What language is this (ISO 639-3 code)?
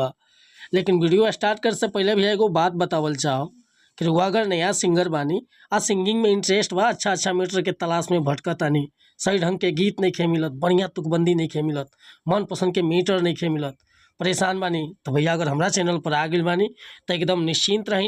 bho